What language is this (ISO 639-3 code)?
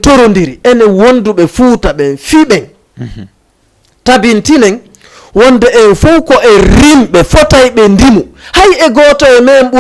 ful